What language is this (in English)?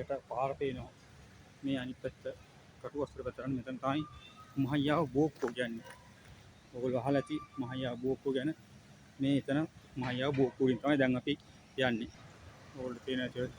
Sinhala